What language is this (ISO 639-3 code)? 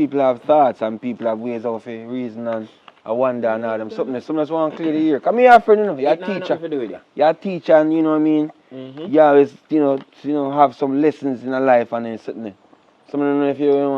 jam